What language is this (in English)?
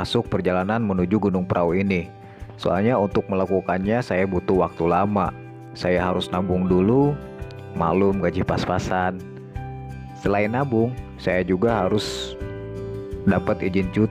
Indonesian